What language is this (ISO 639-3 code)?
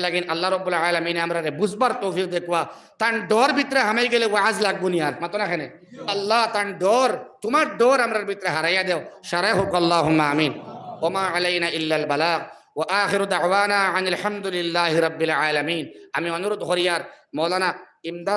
syl